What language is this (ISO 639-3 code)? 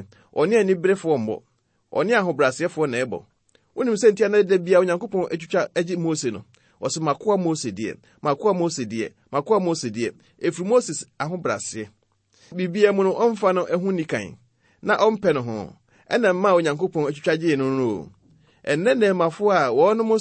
aka